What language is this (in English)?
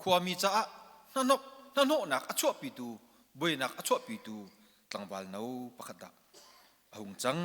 Hakha Chin